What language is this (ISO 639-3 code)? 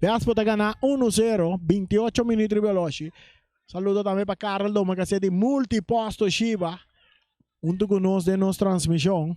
pap